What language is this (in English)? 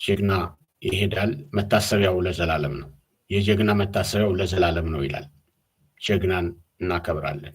Amharic